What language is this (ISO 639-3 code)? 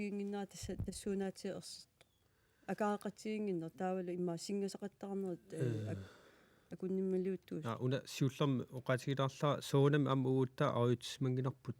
kal